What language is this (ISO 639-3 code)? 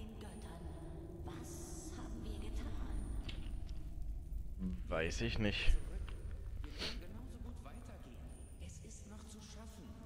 deu